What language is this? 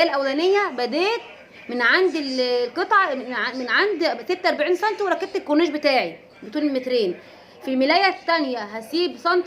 Egyptian Arabic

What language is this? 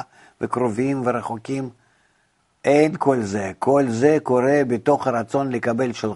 Hebrew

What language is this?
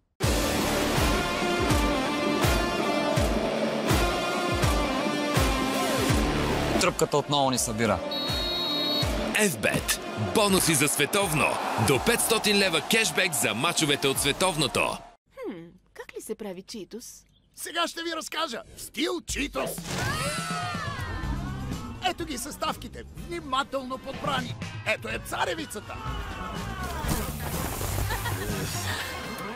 Bulgarian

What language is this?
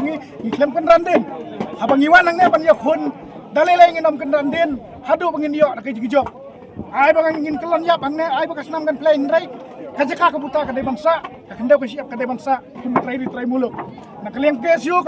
Khasi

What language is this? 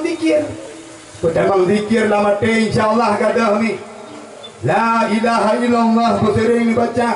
Achinese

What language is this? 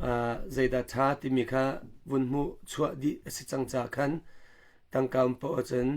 Hakha Chin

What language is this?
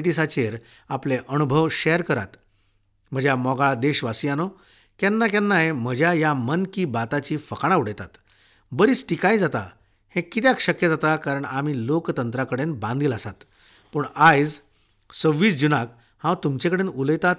Konkani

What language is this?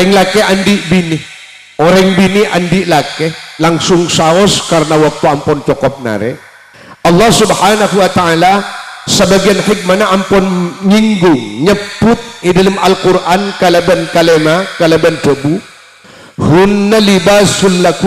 Madurese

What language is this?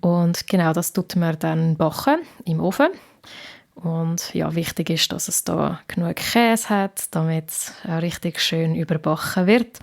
Swiss German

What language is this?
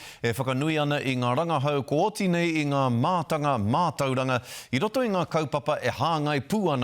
Māori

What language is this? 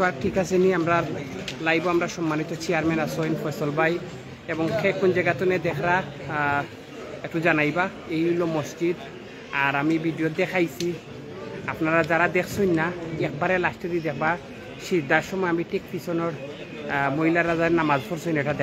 Sylheti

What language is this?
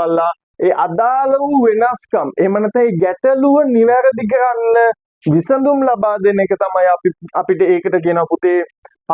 Sinhala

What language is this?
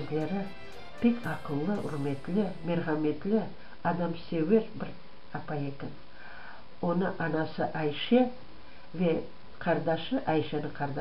Crimean Tatar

